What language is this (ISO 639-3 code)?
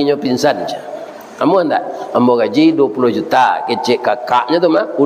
min